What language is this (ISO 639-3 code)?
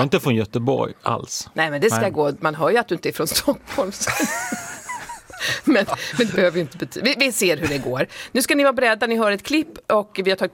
swe